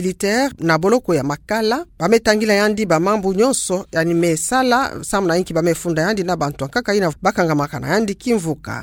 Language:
Kituba (Democratic Republic of Congo)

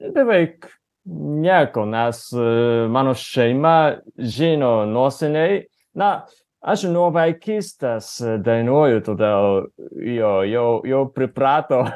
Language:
Lithuanian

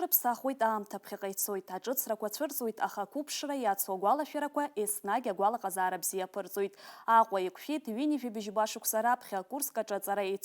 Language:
Abkhazian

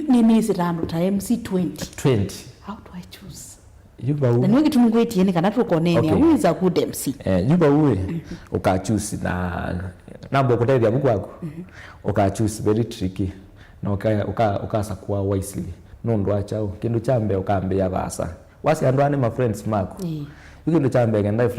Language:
Kamba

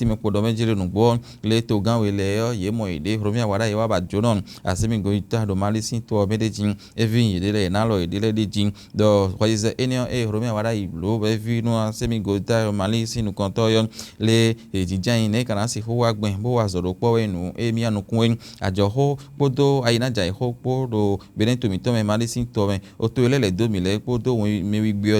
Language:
Fon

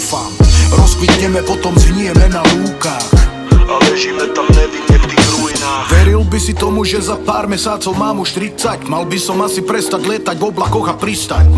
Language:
Slovak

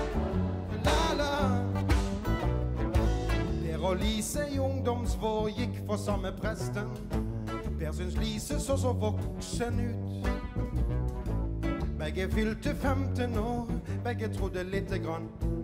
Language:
Norwegian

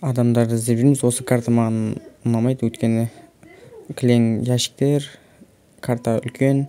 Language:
Kazakh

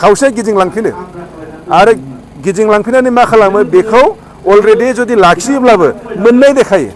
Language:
Bodo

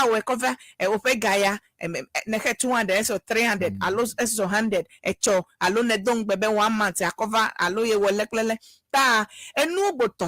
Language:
Ewe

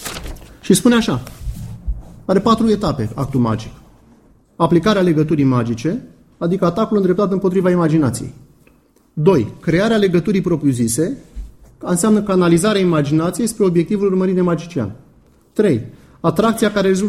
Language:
Romanian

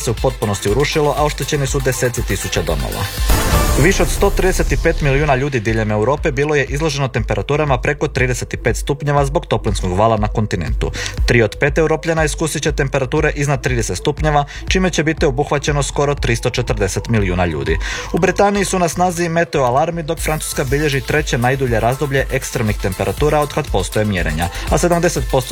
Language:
Croatian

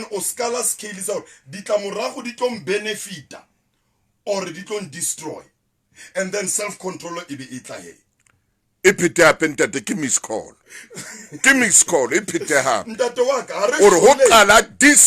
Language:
Southern Sotho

